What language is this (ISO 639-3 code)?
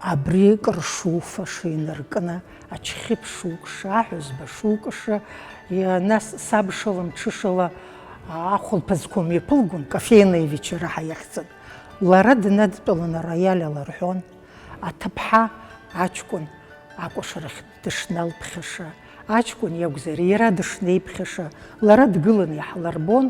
abk